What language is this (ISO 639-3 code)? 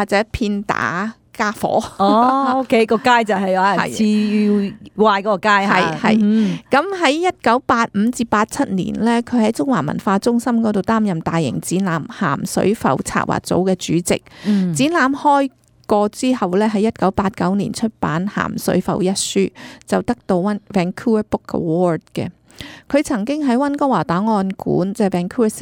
yue